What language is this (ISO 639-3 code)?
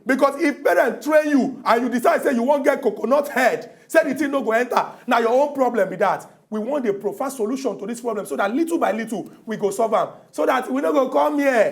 pcm